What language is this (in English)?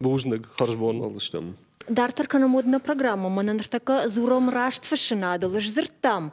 Ossetic